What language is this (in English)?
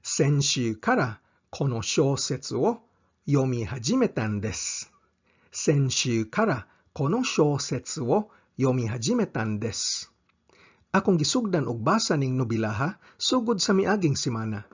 Cebuano